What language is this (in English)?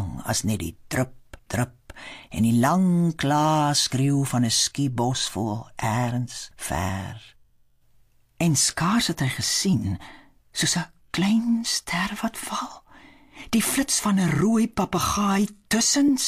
Afrikaans